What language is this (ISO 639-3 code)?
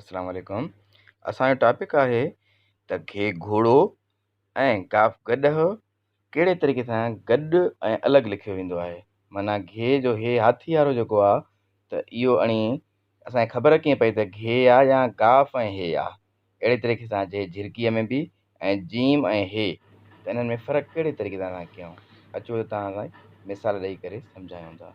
snd